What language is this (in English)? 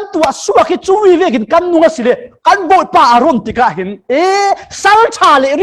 Falam Chin